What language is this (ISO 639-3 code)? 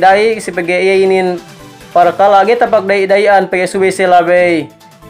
yka